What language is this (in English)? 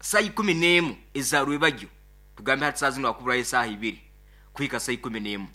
Nyoro